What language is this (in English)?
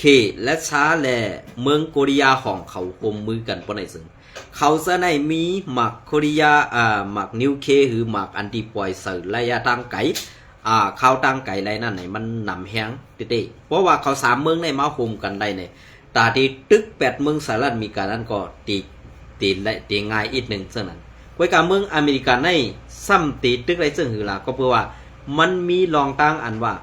Shan